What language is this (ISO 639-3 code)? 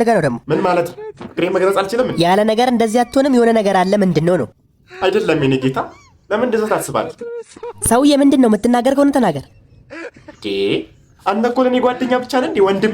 amh